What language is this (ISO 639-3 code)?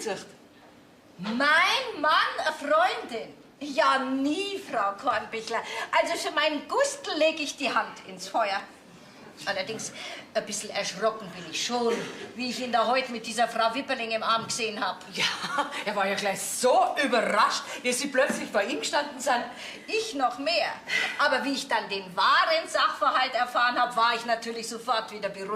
bar